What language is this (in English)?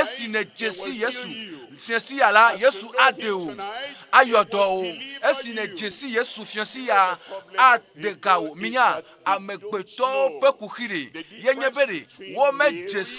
Ewe